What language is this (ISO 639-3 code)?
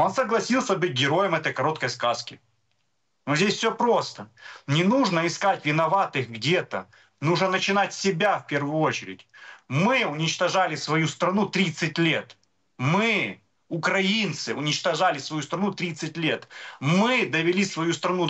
rus